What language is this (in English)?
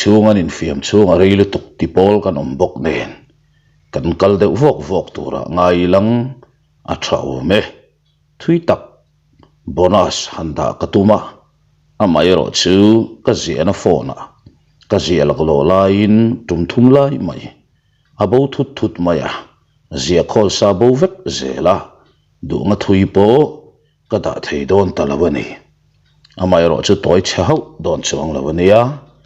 Mizo